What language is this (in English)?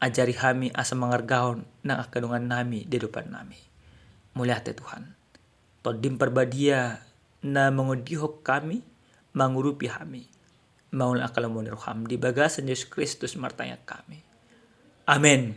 Batak Toba